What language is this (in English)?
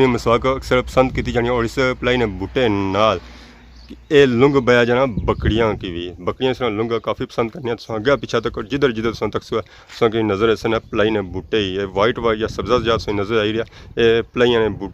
Pahari-Potwari